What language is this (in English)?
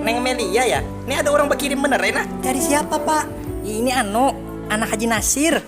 Banjar